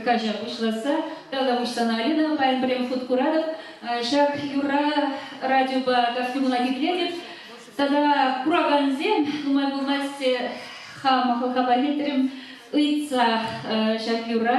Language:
Chuvash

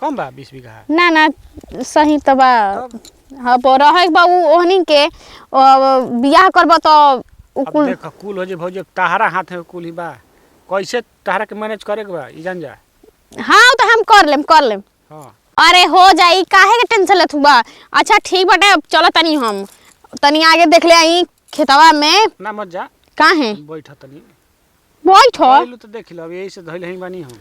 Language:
Bhojpuri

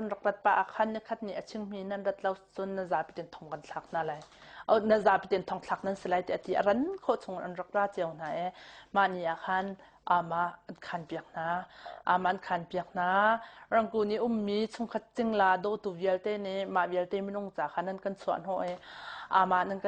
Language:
Hakha Chin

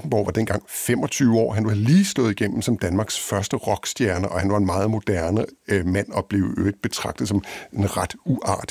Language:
Danish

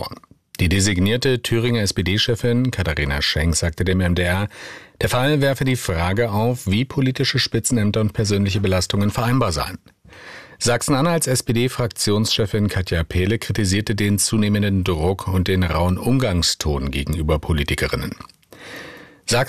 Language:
German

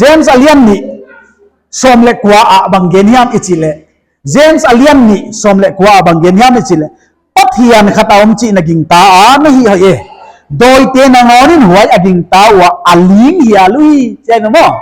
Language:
Paite Chin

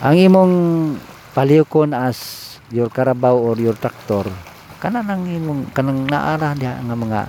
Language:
Cebuano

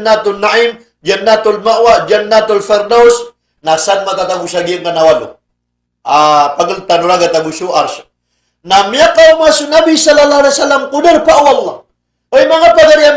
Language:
Maranao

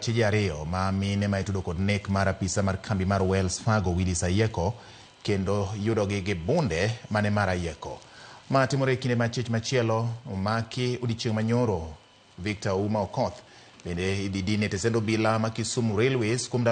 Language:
Luo (Kenya and Tanzania)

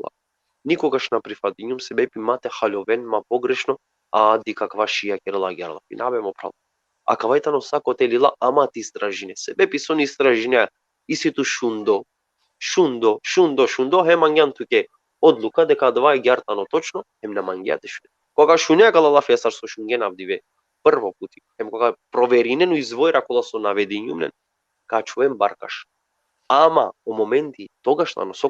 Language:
Balkan Romani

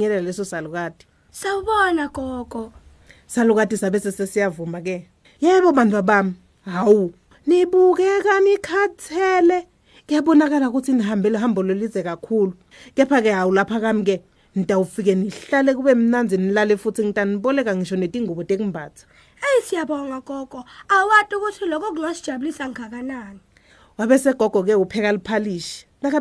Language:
Swati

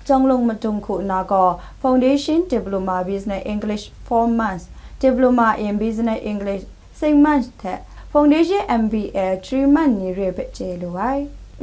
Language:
Kachin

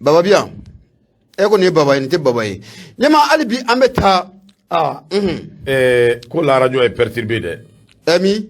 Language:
Bambara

